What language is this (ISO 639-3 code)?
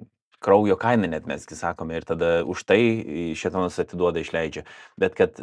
lit